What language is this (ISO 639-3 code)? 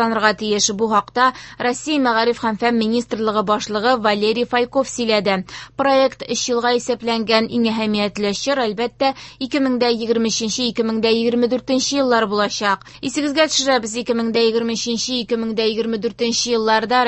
tat